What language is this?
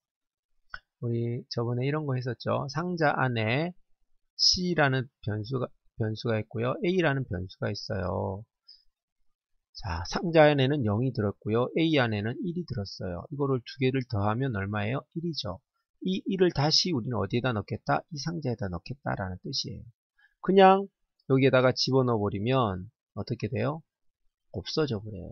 Korean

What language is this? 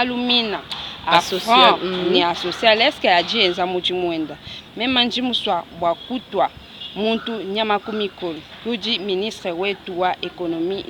Luba-Lulua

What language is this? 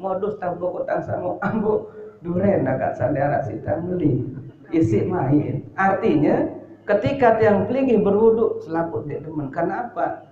Sasak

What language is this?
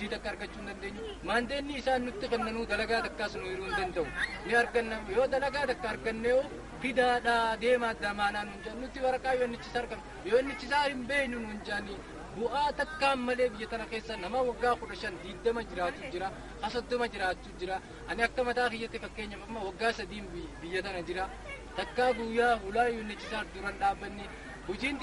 Oromo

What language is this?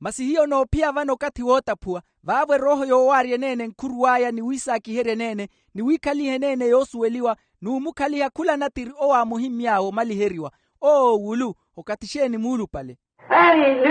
Makhuwa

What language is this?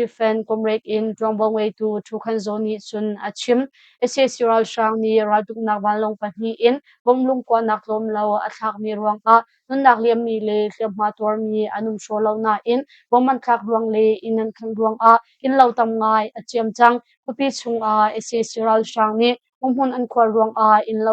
Hakha Chin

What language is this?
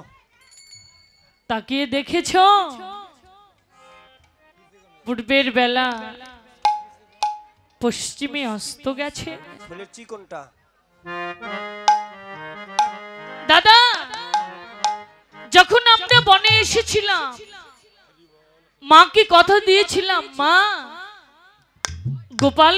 Bangla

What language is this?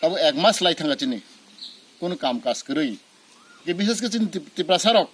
Kok Borok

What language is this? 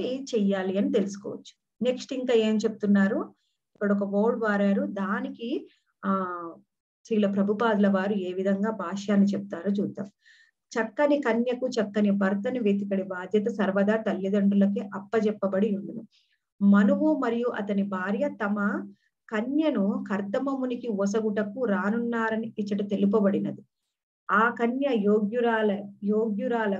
Telugu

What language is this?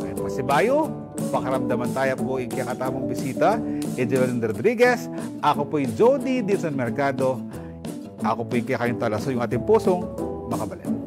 Pampanga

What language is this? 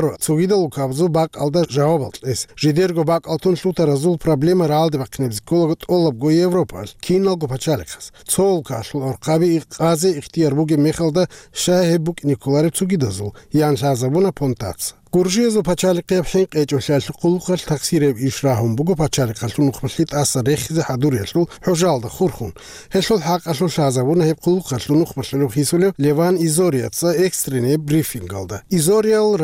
Avaric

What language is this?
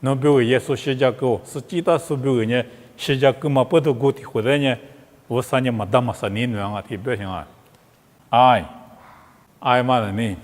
Lisu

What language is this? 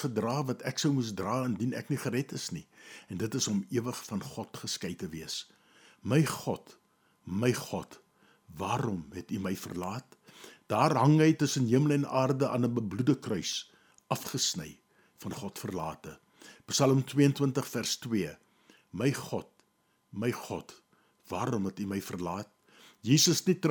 Afrikaans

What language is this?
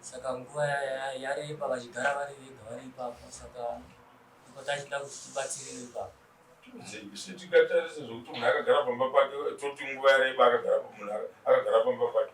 Shona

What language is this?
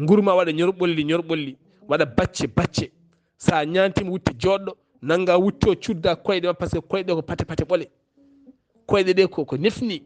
Fula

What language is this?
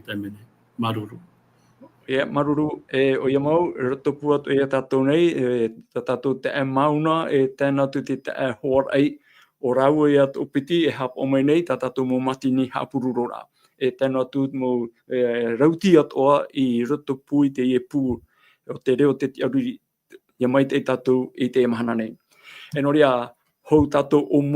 Tahitian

